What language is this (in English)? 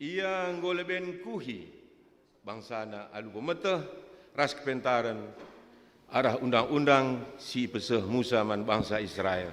Batak Karo